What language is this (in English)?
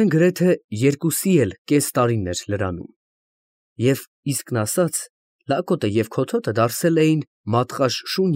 Armenian